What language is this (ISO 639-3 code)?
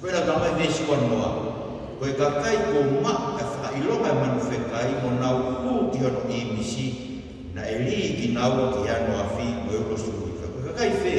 ton